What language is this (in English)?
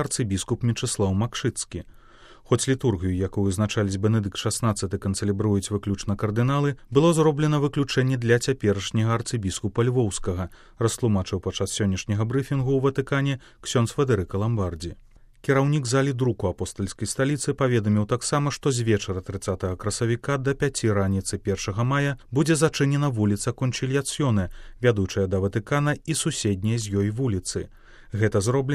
Belarusian